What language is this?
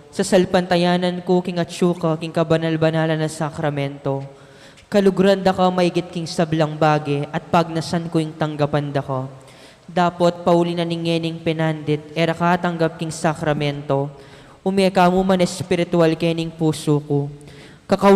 Pampanga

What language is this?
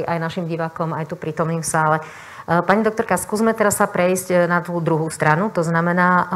Slovak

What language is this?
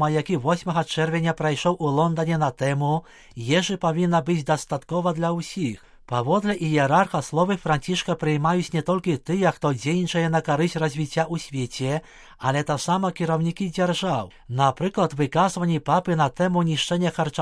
Belarusian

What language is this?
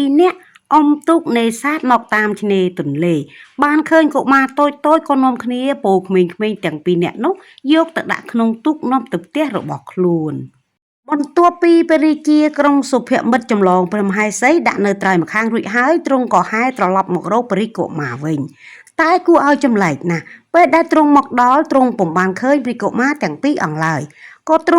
Khmer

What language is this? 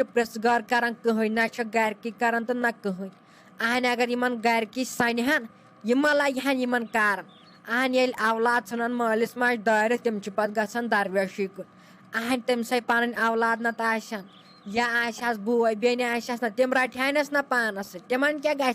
Kashmiri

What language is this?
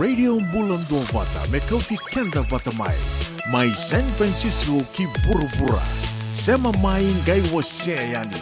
Fijian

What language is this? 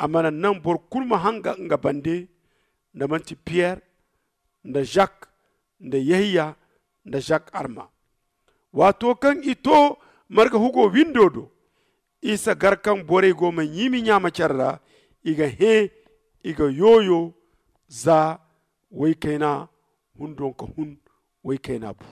Zarma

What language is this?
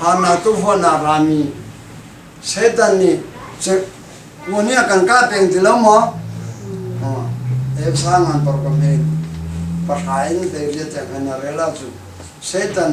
Hakha Chin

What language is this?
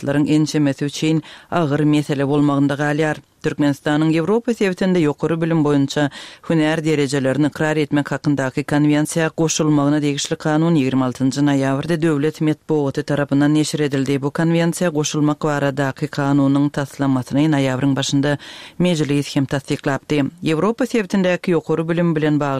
Turkmen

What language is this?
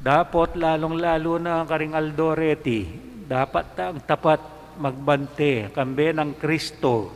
Pampanga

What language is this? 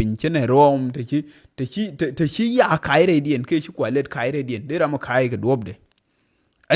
Nuer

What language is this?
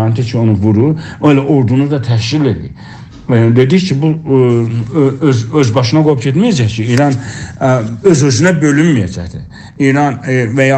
South Azerbaijani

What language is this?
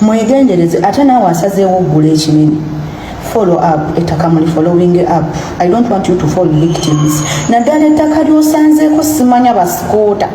Ganda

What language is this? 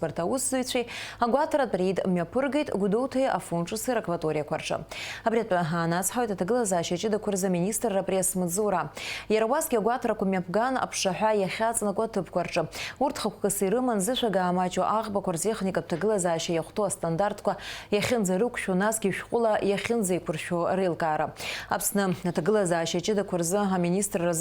Abkhazian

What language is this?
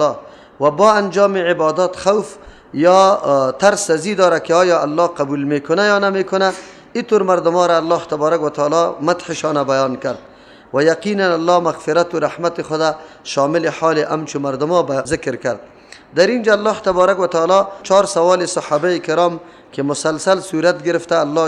Persian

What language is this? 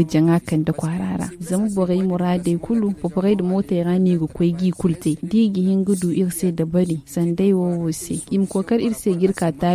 Zarma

